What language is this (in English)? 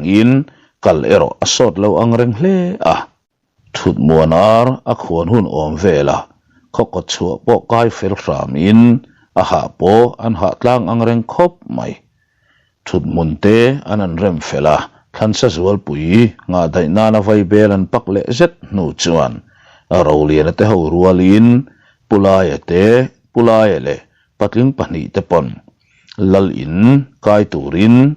Mizo